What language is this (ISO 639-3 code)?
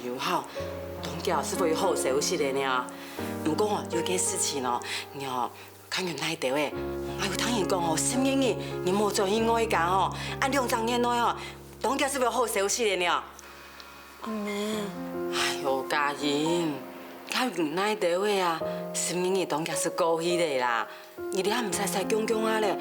hak